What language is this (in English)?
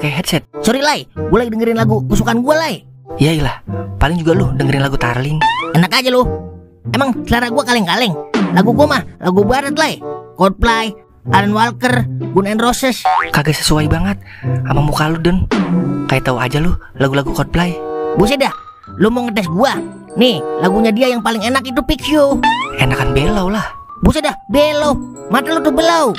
Betawi